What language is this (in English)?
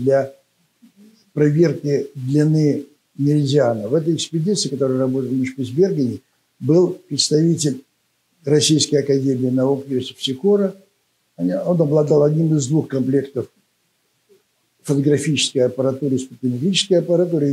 Russian